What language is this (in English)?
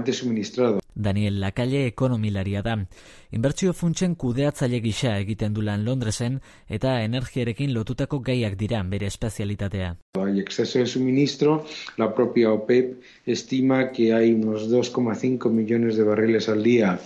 Basque